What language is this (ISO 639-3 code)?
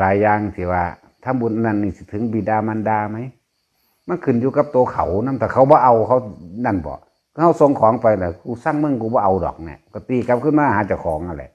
tts